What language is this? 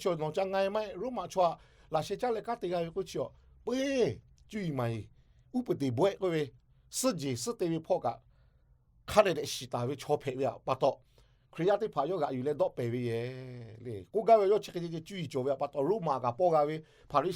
Lahu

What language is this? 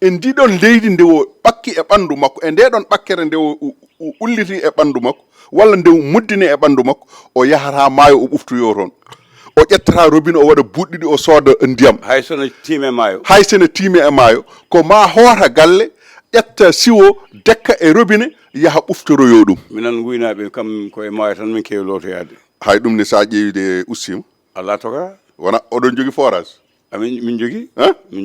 Fula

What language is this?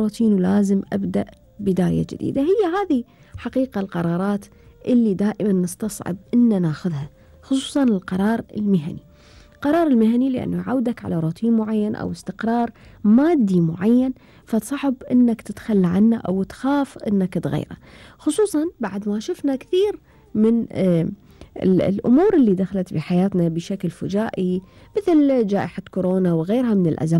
Gulf Arabic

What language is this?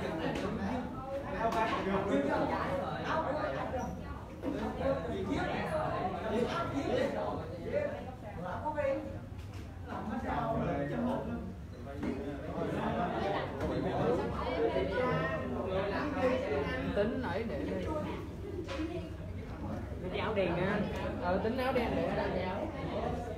Vietnamese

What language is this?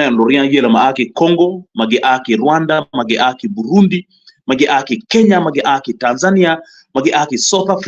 Acoli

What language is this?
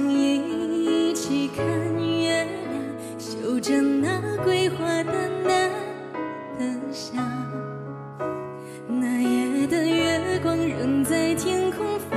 Chinese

